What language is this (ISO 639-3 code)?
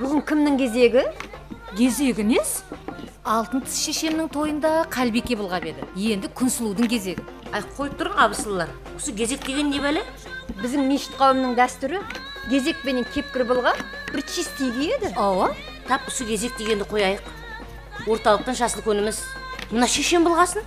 kaa